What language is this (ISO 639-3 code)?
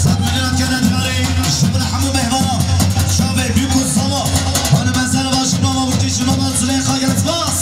kur